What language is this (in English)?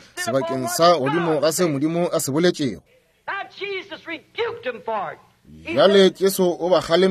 Northern Sotho